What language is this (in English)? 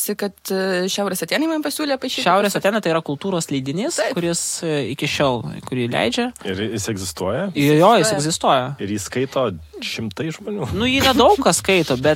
Lithuanian